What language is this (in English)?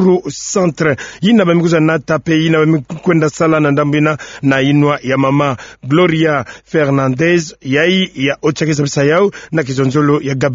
Kituba (Democratic Republic of Congo)